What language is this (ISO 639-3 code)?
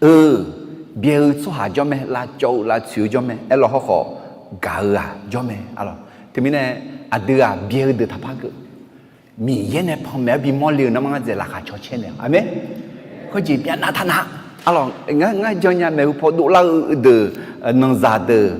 ahk